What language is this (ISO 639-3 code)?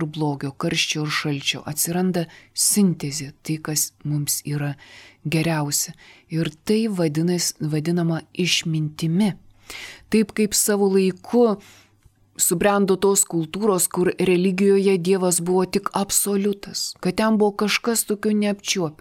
lit